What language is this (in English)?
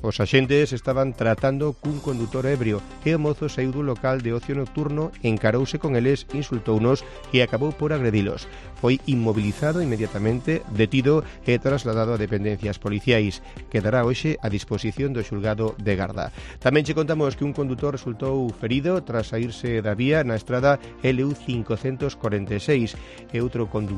Galician